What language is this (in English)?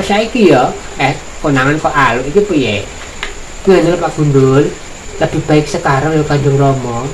Javanese